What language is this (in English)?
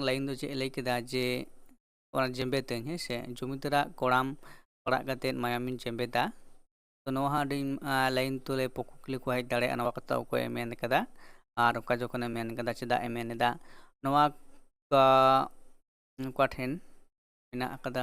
Santali